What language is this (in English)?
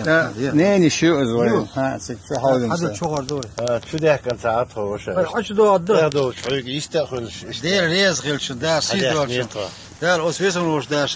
Chechen